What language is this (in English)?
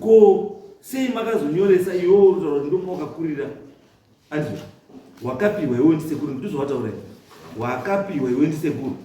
Shona